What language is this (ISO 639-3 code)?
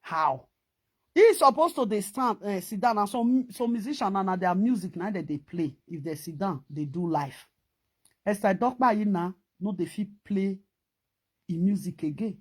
pcm